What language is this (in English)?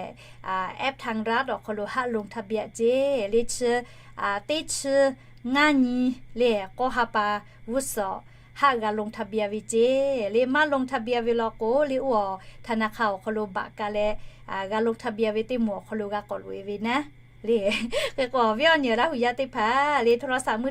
Lahu